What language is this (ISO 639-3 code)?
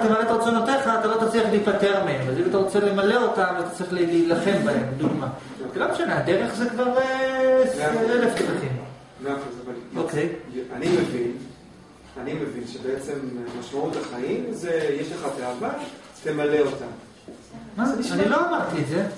heb